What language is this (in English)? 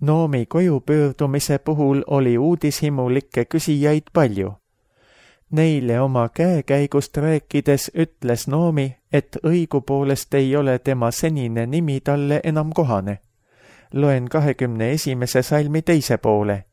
Estonian